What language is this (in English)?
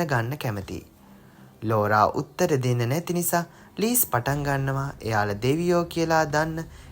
Sinhala